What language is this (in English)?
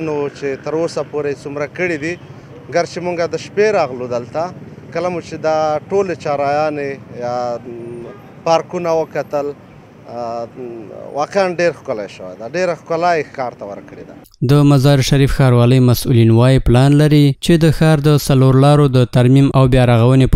Pashto